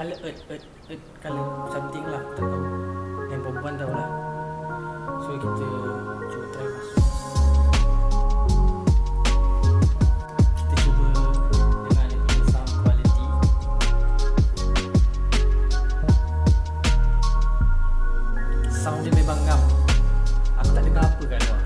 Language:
Malay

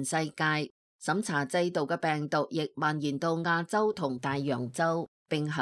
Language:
Cantonese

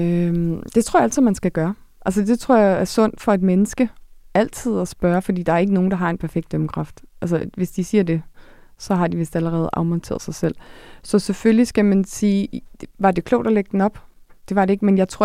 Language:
Danish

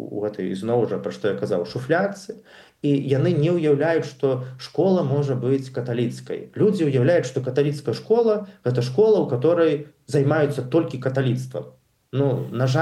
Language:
Belarusian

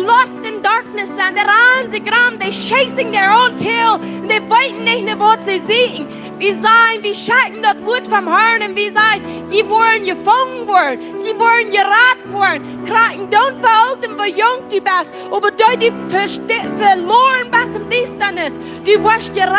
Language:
Plautdietsch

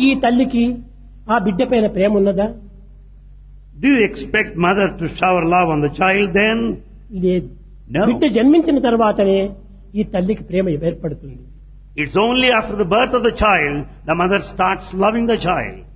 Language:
Telugu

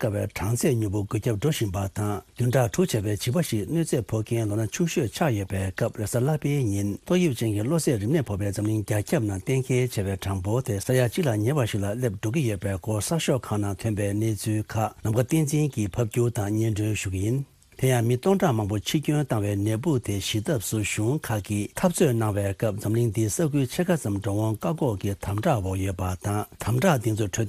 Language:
Tibetan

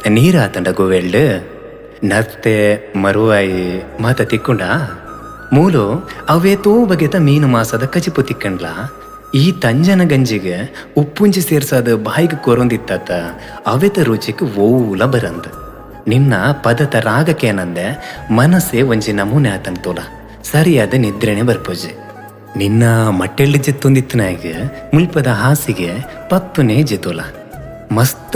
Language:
Tulu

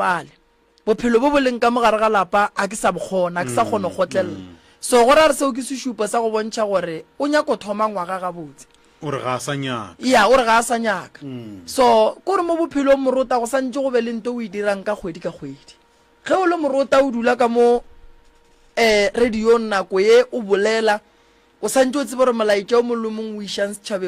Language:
Northern Sotho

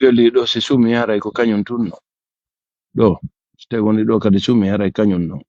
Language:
Pular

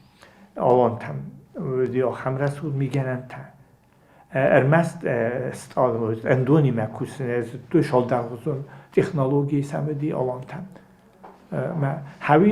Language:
Ossetic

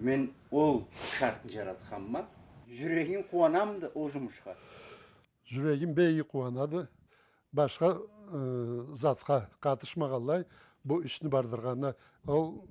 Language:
Karachay-Balkar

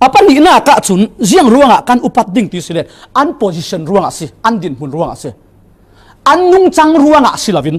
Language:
Falam Chin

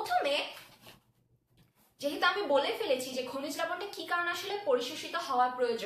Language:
Bangla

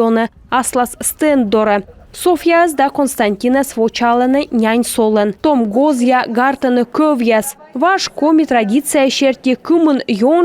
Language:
Komi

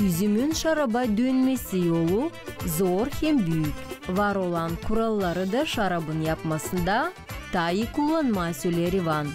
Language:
Gagauz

